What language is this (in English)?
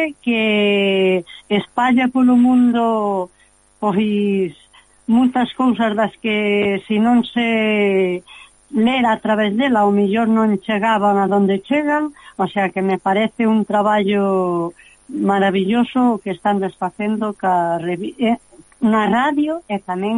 Galician